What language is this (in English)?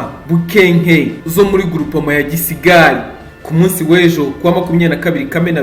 Kinyarwanda